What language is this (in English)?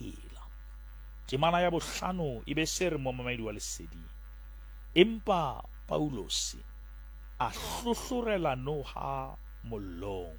Southern Sotho